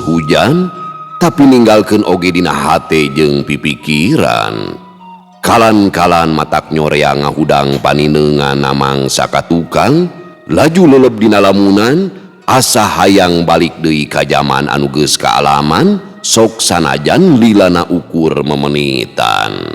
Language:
Sundanese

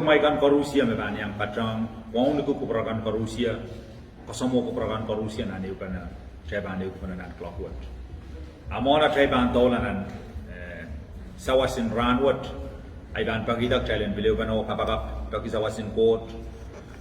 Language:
Pohnpeian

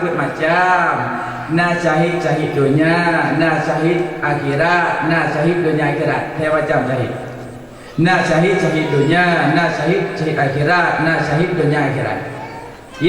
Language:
Achinese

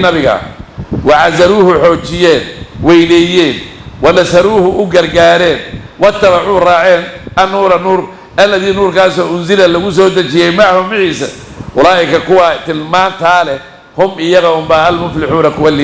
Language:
Somali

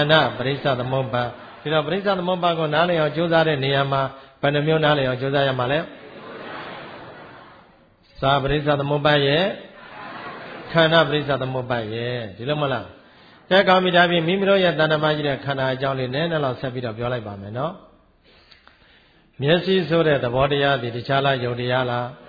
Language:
Burmese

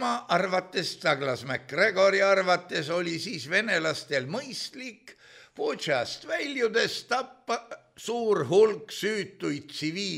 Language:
Estonian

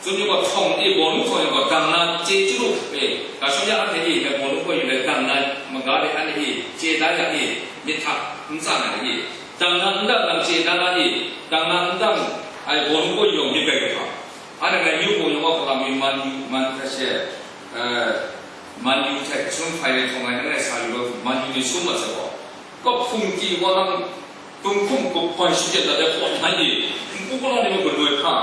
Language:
Kachin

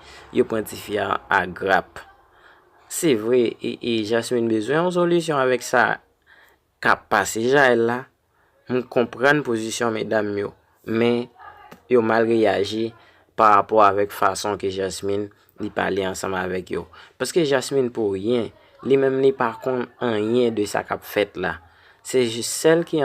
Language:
Haitian Creole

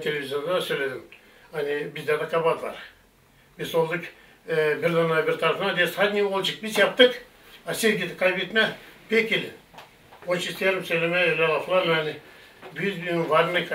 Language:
Gagauz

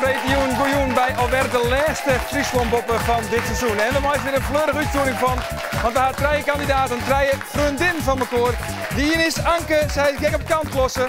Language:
Western Frisian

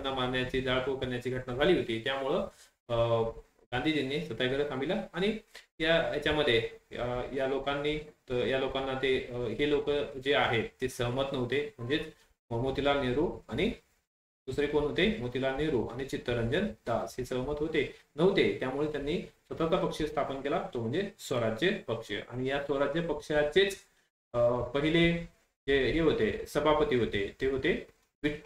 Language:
Marathi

